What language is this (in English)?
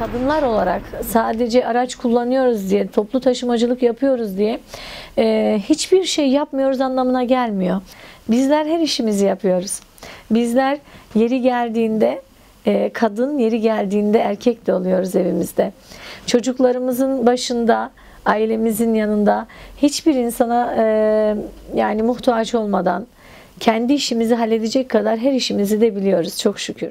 Turkish